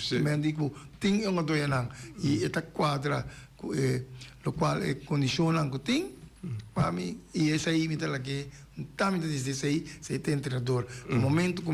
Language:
Papiamento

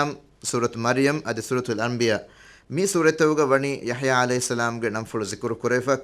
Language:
Divehi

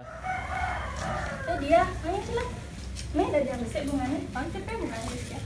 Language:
Balinese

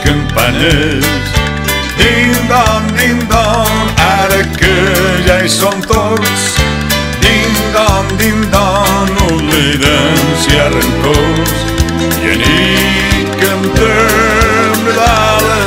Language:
Catalan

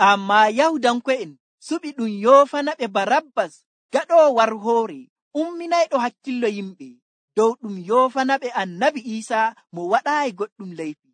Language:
Nigerian Fulfulde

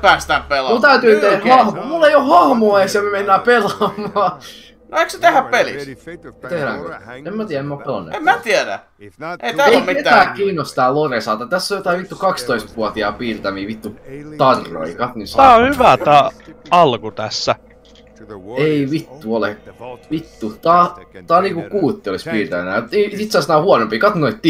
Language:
Finnish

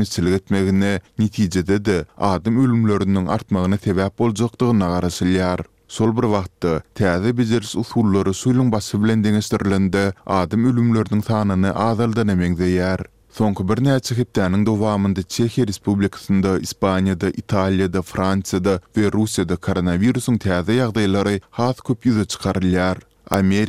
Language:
Turkmen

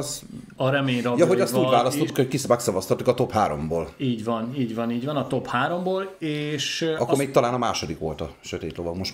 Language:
Hungarian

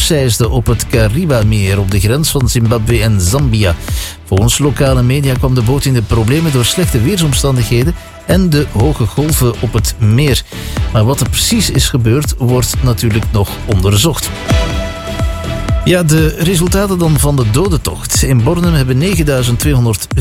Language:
Dutch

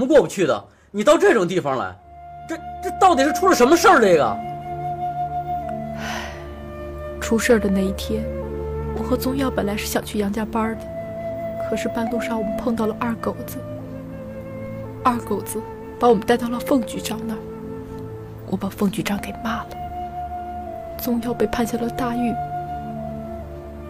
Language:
Chinese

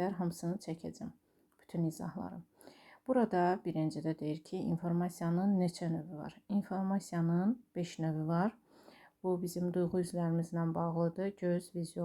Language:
Azerbaijani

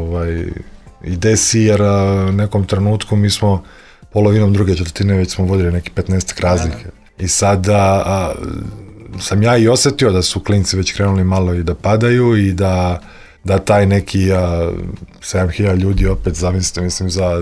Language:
Serbian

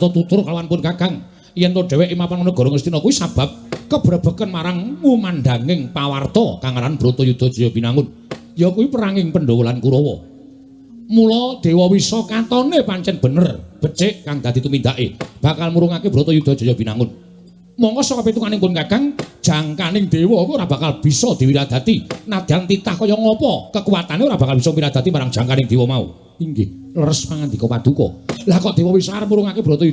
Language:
Javanese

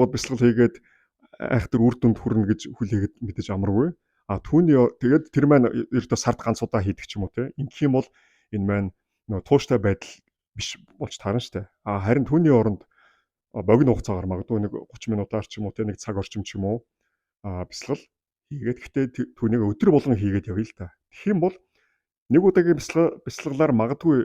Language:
Mongolian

